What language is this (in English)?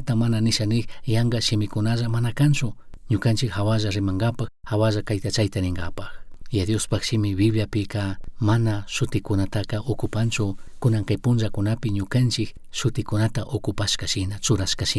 Chimborazo Highland Quichua